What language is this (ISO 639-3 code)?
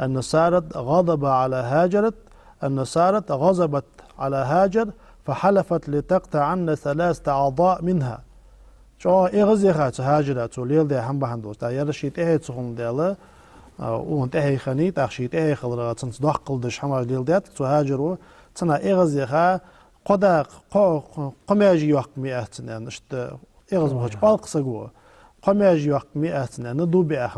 inh